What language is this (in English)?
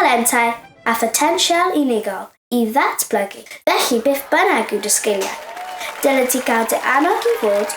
Welsh